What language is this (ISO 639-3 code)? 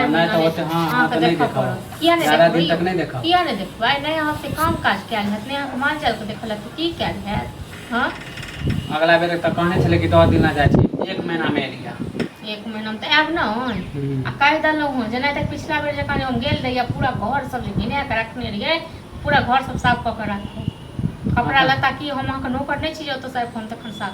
mai